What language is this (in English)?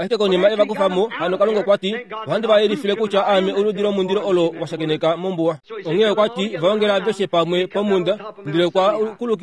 Kuanyama